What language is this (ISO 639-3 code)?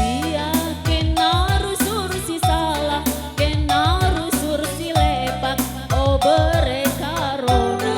btx